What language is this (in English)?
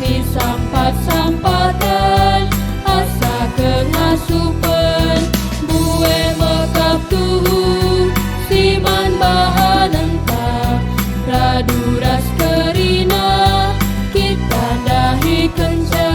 Batak Karo